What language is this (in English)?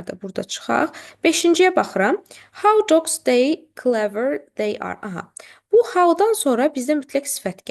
Azerbaijani